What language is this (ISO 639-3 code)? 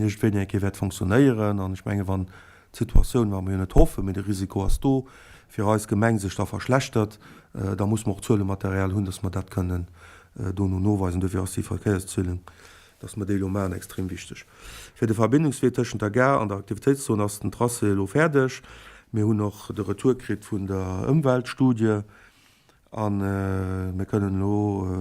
ltz